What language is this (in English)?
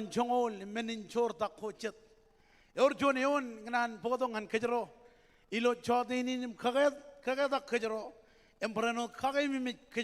Marshallese